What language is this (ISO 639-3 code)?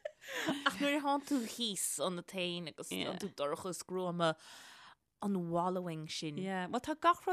gle